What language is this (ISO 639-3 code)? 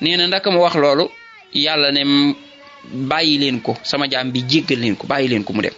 wol